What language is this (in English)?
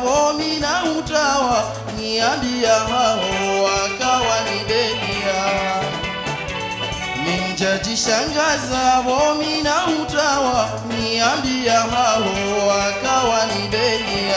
Swahili